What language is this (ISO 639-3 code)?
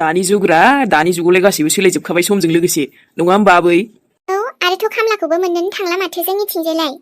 brx